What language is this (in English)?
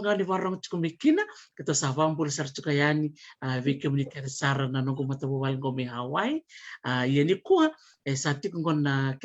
Fijian